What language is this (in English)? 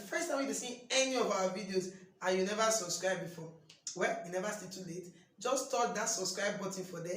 Nigerian Pidgin